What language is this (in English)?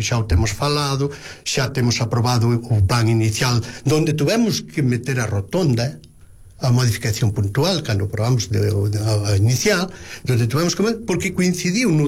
Galician